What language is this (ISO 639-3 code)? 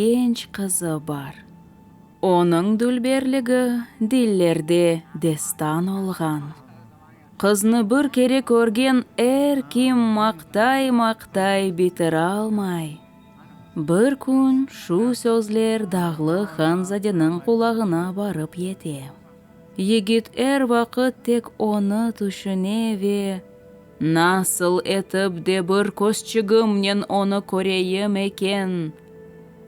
crh